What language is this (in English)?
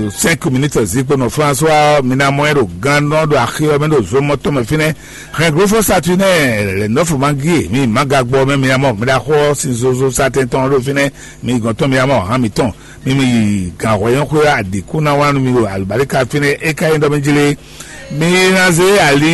Fon